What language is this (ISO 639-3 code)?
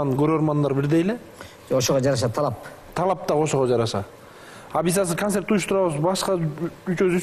kir